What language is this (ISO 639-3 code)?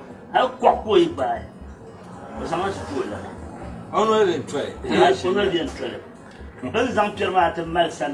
dag